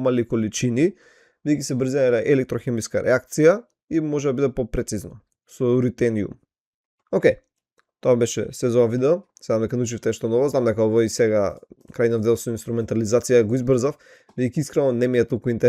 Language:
Macedonian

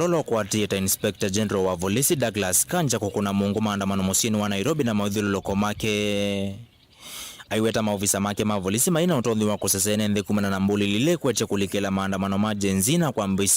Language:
Kamba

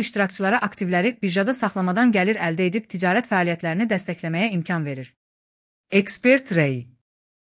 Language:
Azerbaijani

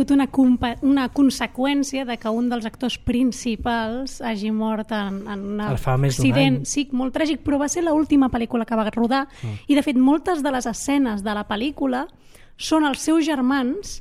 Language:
Catalan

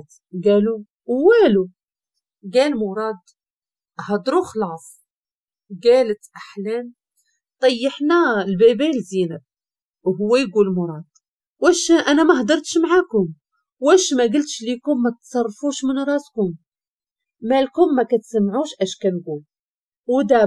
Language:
Moroccan Arabic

